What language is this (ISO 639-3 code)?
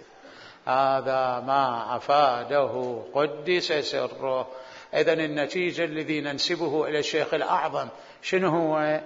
acm